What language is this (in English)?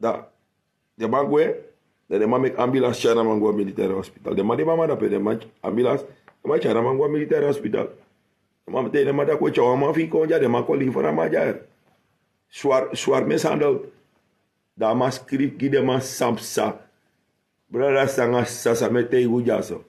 Sranan Tongo